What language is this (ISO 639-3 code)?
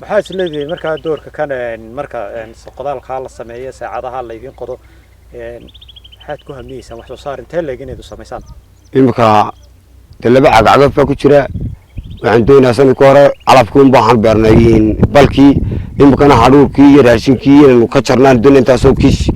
som